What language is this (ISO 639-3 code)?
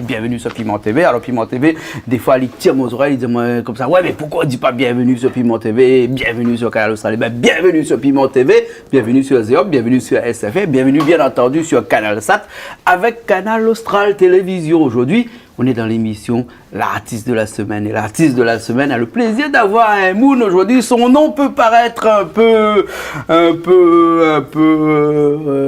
rcf